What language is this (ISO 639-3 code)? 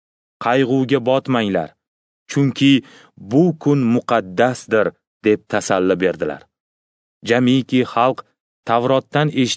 uzb